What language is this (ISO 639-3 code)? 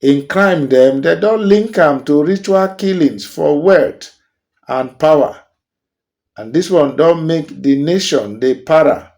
pcm